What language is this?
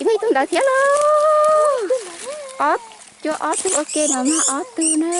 Hmong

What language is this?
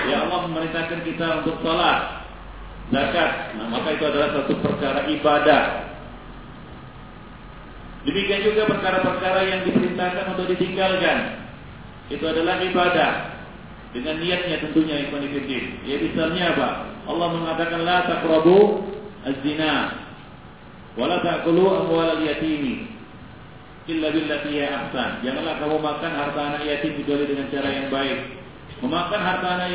Indonesian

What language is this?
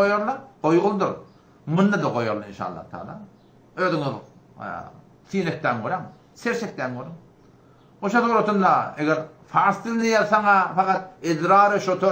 Turkmen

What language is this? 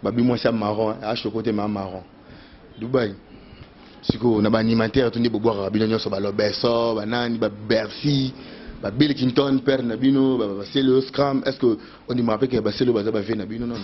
Lingala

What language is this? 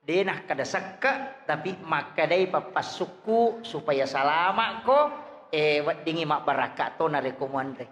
Buginese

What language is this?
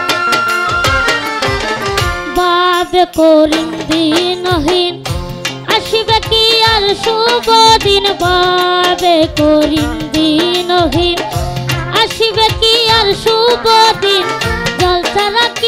Bangla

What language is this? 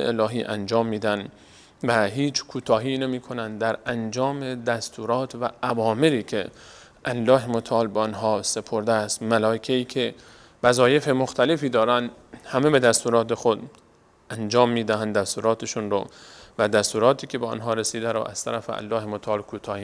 Persian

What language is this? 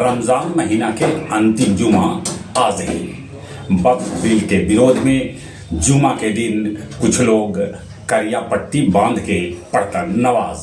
Magahi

